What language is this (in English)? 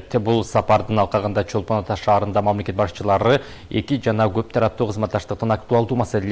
Kyrgyz